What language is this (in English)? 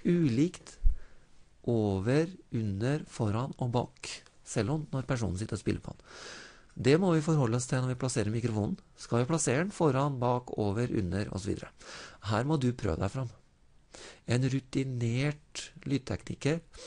Norwegian